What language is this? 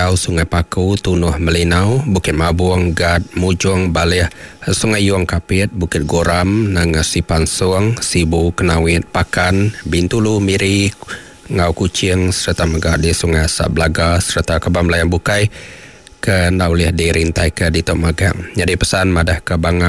Iban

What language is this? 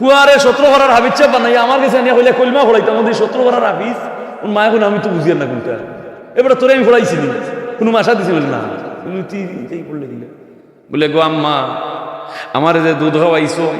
Sylheti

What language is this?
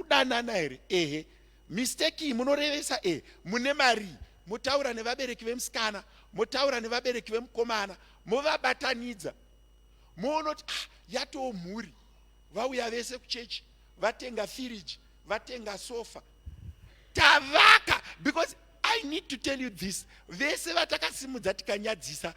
Shona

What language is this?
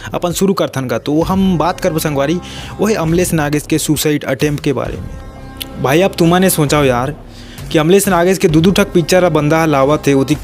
Chhattisgarhi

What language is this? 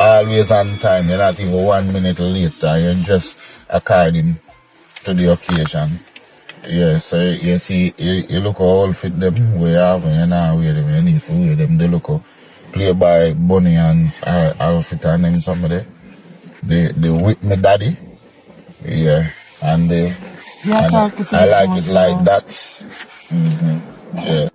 Jamaican Creole English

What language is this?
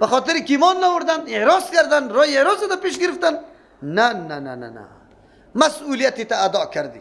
Persian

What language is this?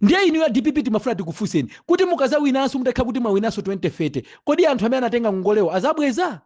Nyanja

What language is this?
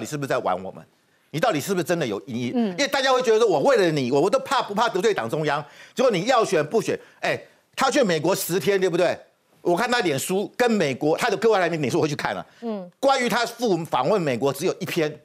Chinese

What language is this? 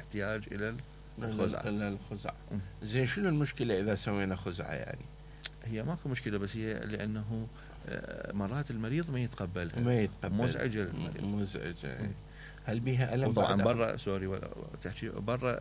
Mesopotamian Arabic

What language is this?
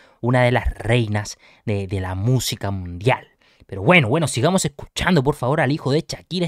Spanish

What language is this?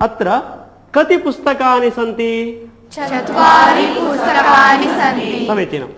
Sanskrit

